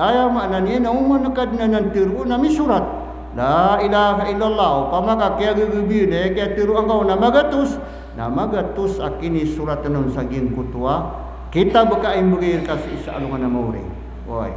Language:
Maranao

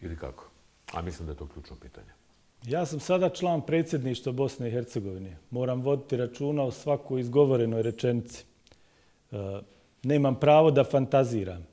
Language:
Bosnian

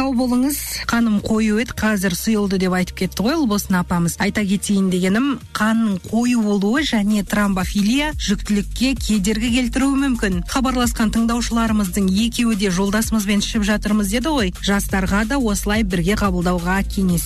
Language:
Kazakh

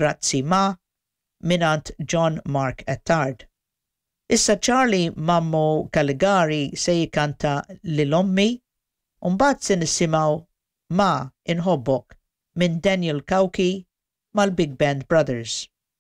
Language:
Maltese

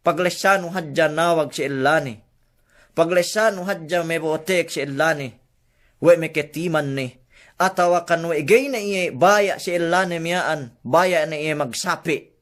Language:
Yakan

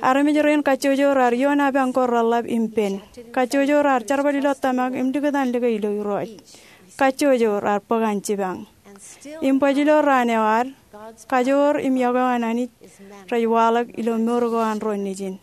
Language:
Marshallese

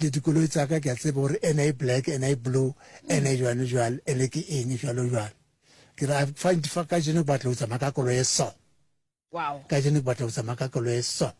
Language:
Northern Sotho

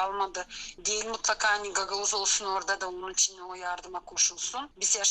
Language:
Gagauz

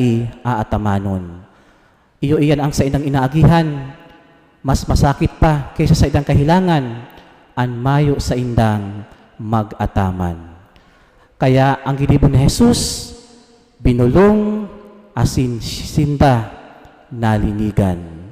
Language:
Bikol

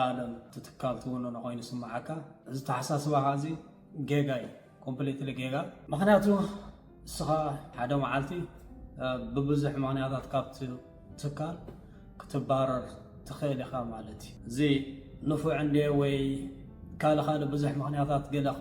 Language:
Tigrinya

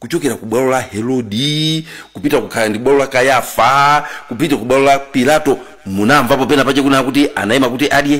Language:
Nyanja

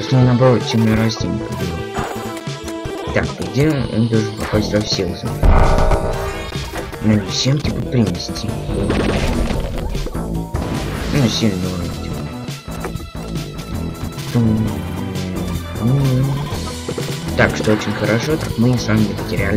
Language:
Russian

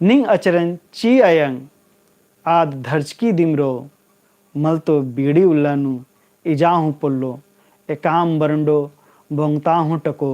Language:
Kurukh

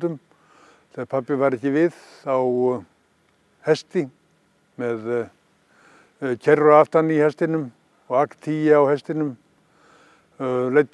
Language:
Icelandic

